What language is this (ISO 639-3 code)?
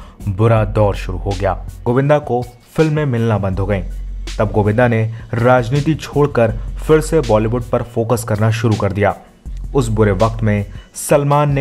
hin